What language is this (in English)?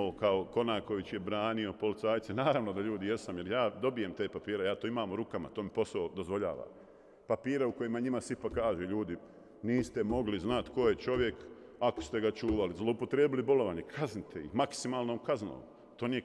Bosnian